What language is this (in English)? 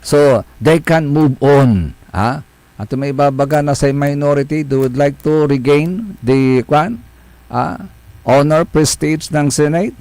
Pangasinan